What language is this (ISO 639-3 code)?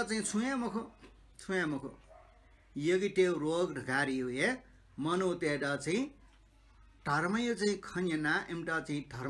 new